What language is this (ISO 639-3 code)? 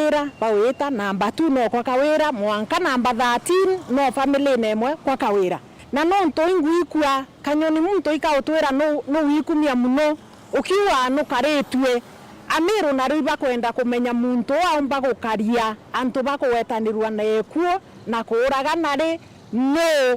mer